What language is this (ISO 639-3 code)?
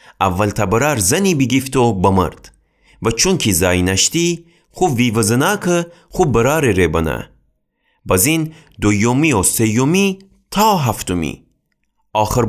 glk